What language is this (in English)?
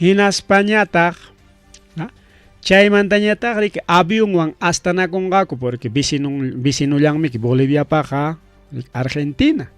Ayacucho Quechua